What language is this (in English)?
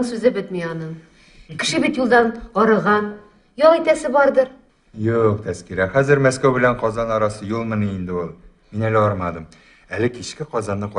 Tatar